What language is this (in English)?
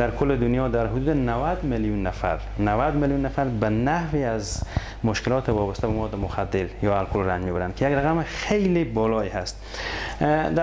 Persian